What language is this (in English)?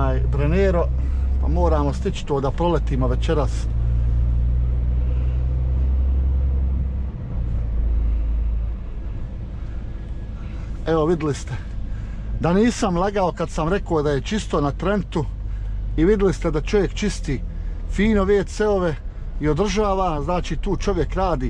Croatian